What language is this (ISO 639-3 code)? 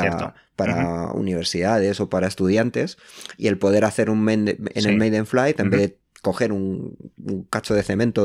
spa